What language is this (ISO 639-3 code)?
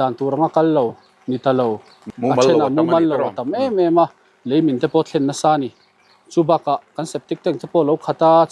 lus